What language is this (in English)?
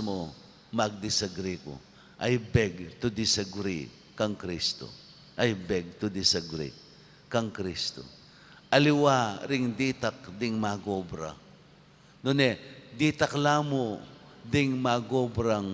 Pampanga